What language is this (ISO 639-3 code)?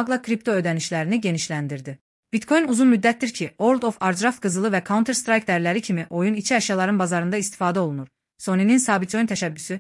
aze